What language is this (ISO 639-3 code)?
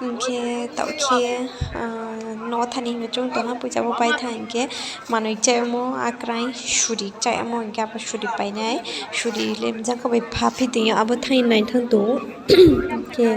ria